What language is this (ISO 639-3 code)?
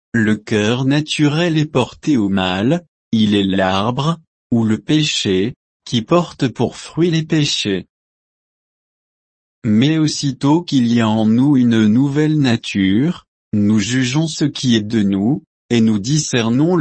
fra